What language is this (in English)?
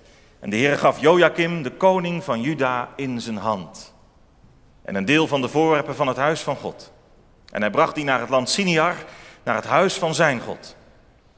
Dutch